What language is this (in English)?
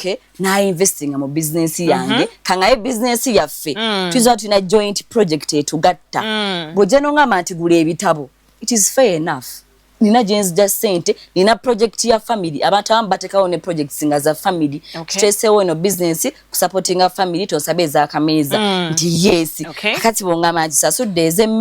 Ganda